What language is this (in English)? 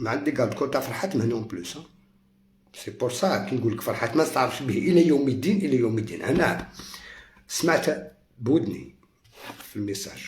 Algerian Arabic